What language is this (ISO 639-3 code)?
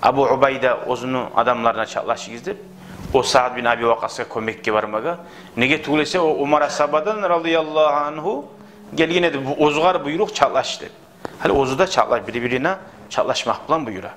kum